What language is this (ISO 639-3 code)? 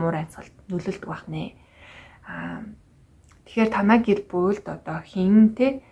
mon